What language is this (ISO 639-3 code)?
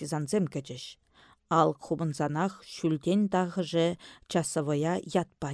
chv